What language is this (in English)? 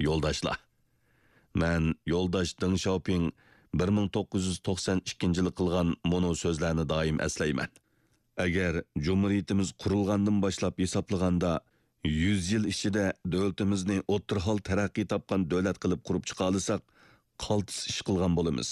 Uyghur